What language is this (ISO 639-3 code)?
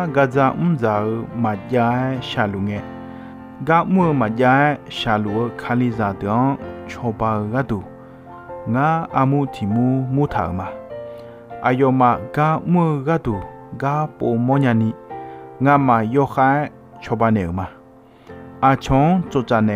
ahk